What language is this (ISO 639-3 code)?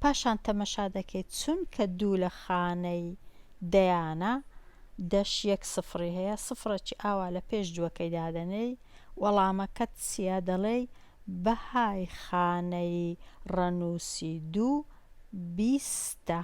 ckb